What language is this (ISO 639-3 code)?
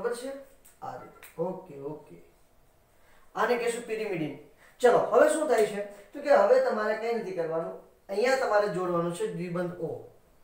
guj